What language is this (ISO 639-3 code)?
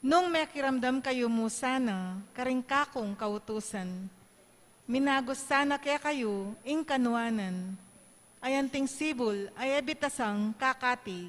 pam